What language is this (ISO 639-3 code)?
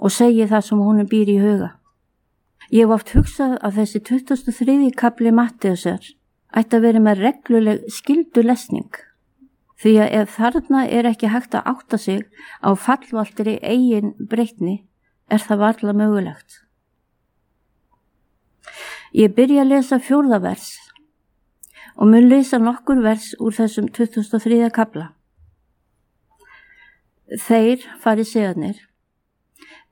isl